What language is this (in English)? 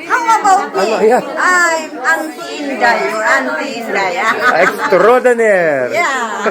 Waray